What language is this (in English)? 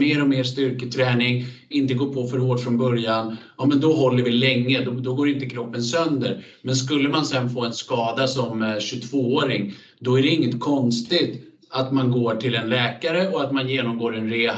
Swedish